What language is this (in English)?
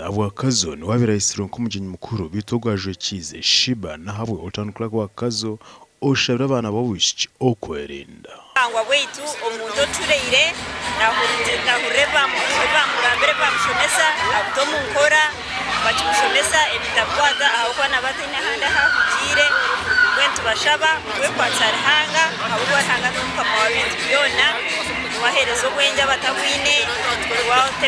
Nyankole